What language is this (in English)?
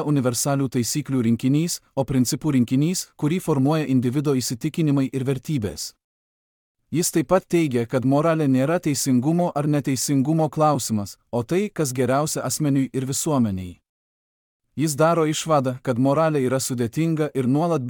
Lithuanian